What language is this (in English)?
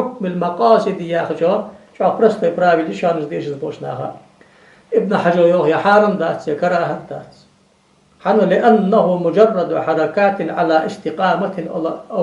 Ingush